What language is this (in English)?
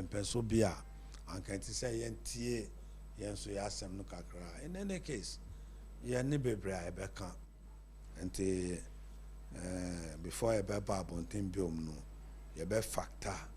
Akan